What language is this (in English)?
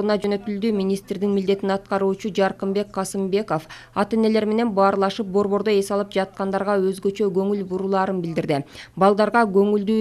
Kyrgyz